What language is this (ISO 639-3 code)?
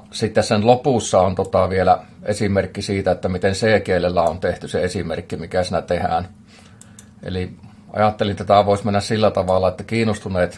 fin